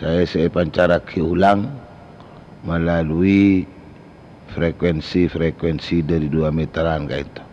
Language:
Madurese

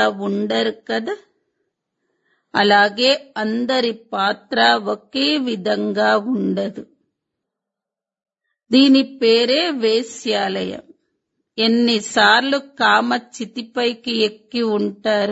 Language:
Telugu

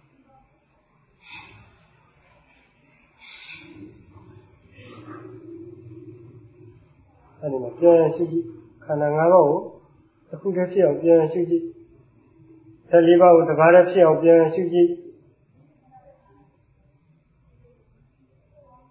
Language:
Burmese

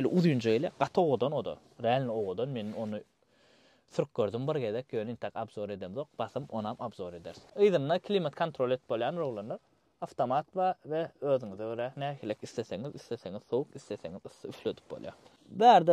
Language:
Turkmen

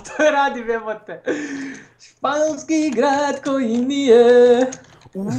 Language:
Croatian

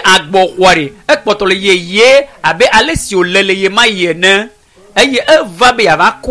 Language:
Ewe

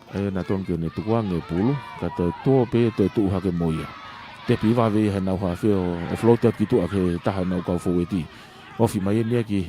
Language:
Tongan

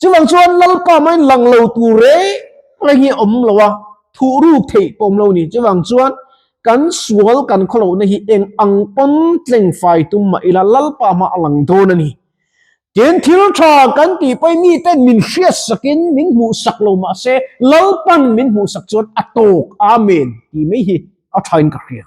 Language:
Mizo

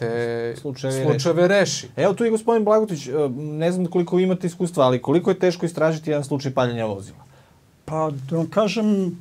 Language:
Serbian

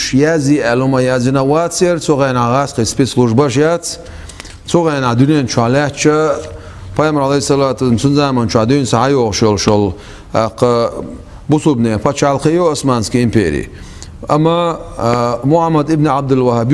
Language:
Chechen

